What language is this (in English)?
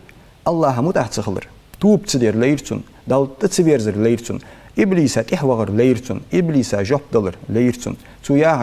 Ingush